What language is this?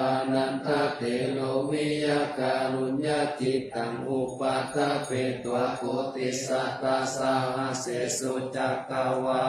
Pali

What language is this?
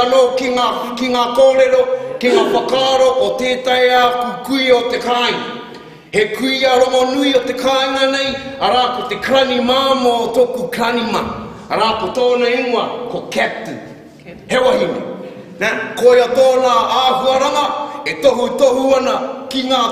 Māori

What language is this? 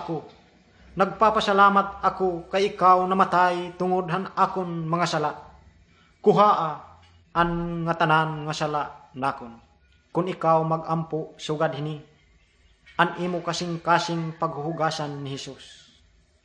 Waray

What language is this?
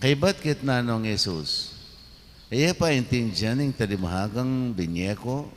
Pampanga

